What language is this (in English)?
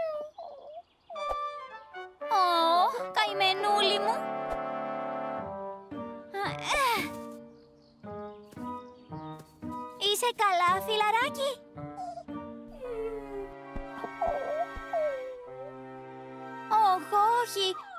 Greek